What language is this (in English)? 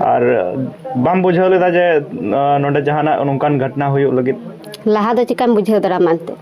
Santali